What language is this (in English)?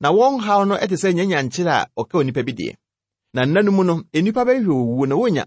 Akan